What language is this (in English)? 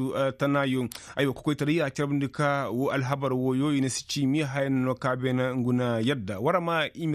Koyraboro Senni